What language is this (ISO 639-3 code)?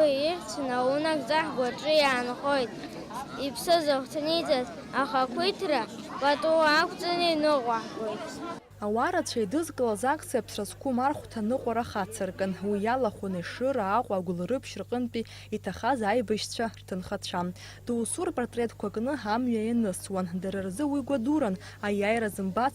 abk